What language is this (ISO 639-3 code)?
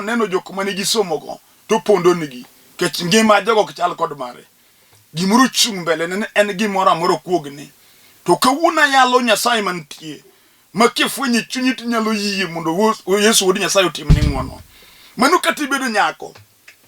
luo